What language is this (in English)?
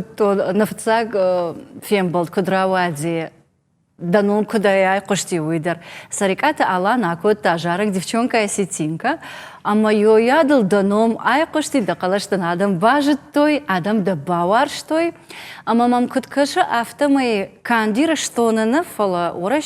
Ossetic